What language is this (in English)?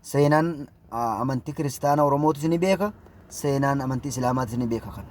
Oromo